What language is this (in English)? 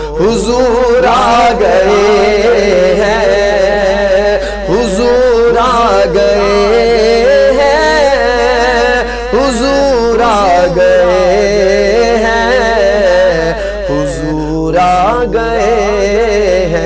Urdu